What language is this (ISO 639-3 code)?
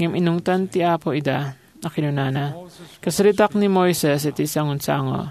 ilo